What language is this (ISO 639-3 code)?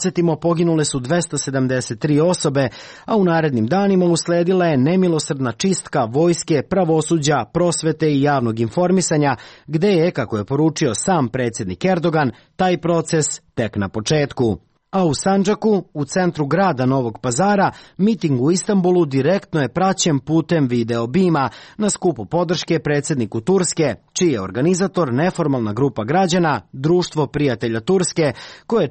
srp